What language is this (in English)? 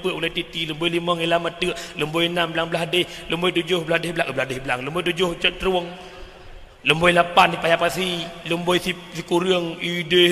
Achinese